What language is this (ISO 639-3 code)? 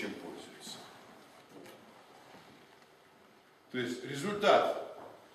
rus